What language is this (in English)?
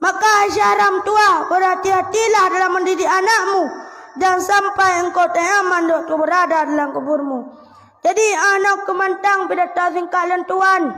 Achinese